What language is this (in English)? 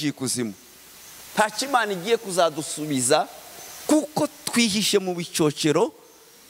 Kinyarwanda